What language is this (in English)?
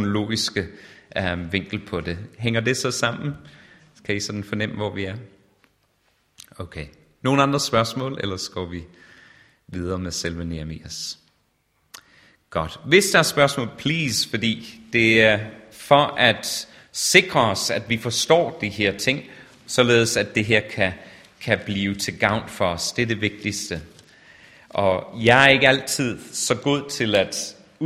Danish